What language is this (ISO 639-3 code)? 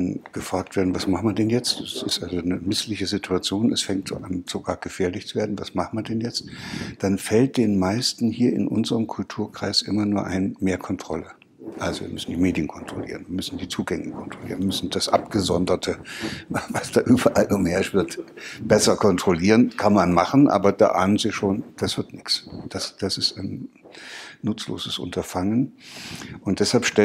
deu